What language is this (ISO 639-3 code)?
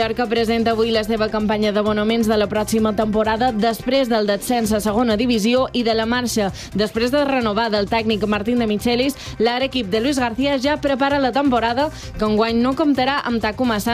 cat